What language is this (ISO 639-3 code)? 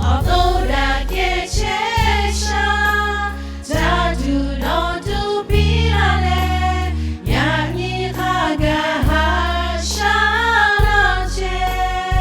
lhu